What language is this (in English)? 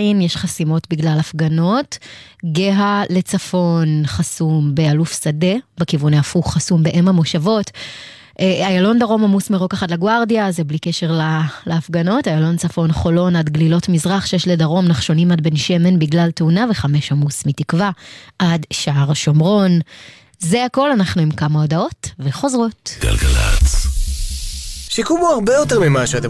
Hebrew